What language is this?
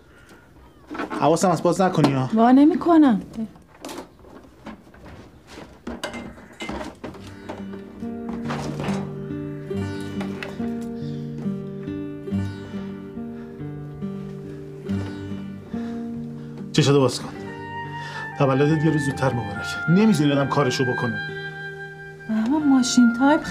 Persian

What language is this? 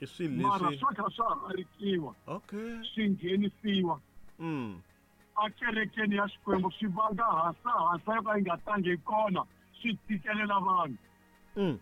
Tsonga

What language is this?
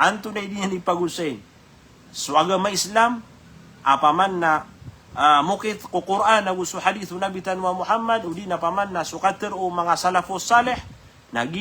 Maranao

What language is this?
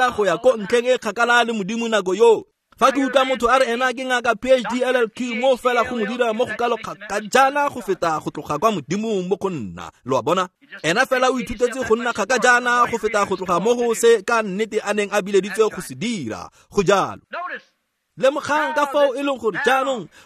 Tswana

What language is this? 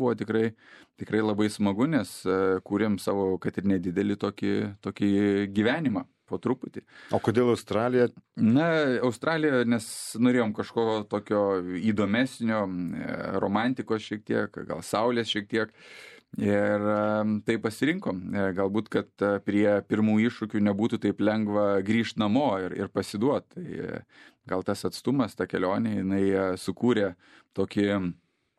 Lithuanian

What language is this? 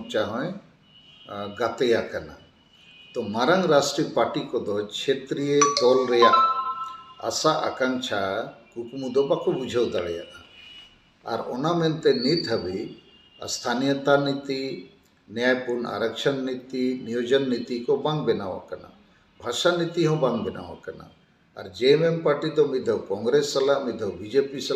Santali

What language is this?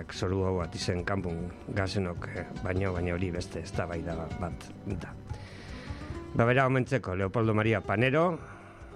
Basque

